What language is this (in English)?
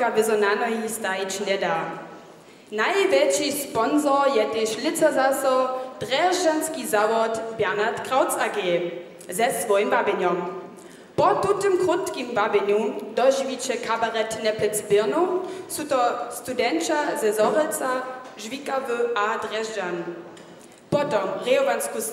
Upper Sorbian